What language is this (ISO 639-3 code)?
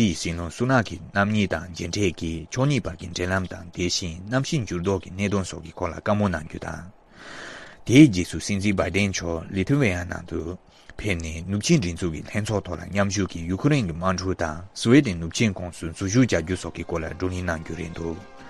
bod